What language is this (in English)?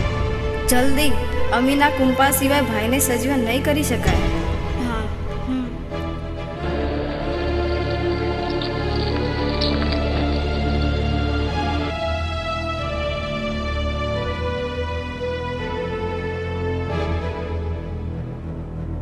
Gujarati